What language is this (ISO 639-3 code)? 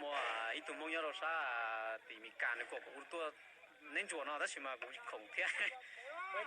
hmn